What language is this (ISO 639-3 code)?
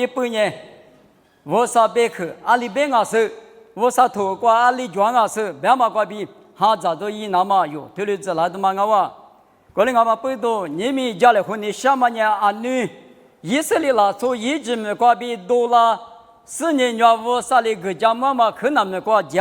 lis